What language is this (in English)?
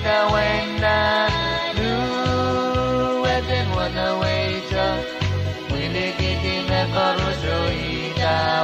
Pohnpeian